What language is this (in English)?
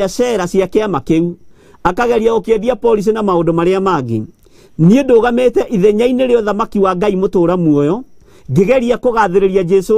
Kikuyu